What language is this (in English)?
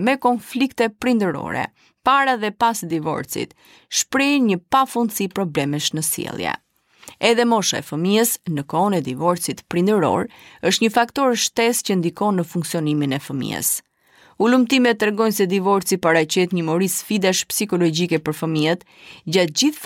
Albanian